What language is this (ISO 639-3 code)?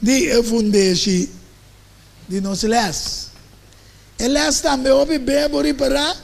pap